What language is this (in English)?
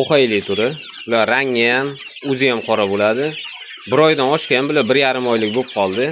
Uzbek